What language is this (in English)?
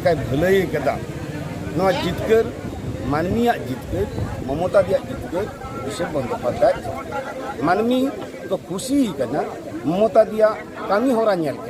Santali